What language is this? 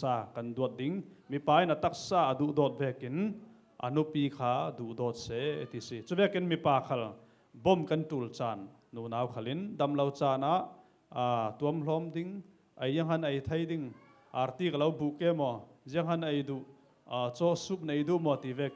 Falam Chin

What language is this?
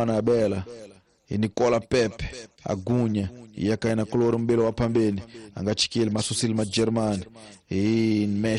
Tsonga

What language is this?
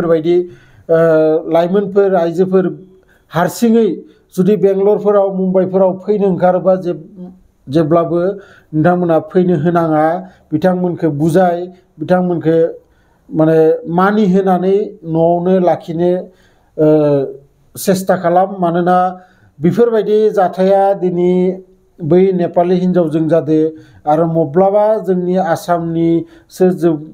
Bodo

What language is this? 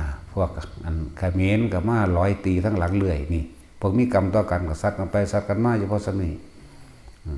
Northeastern Thai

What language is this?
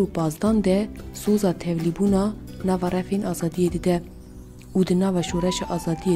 Kurdish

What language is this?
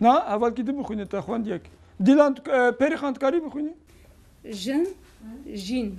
Kurdish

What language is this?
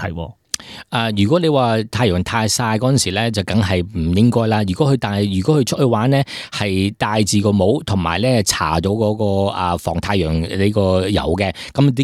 Cantonese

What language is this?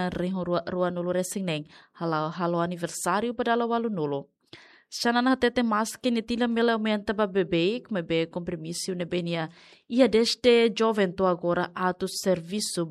Tetum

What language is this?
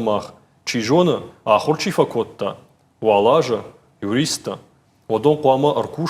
Ossetic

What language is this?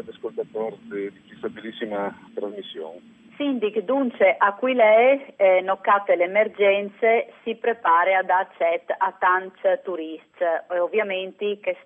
Friulian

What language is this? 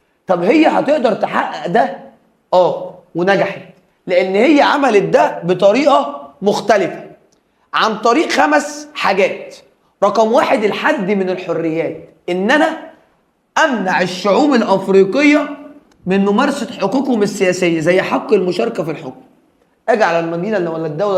Egyptian Arabic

